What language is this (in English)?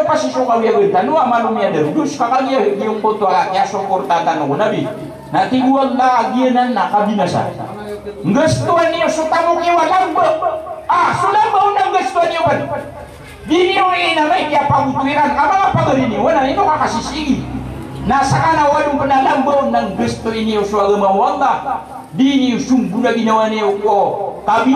Maranao